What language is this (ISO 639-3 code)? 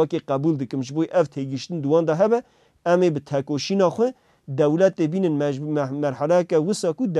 kur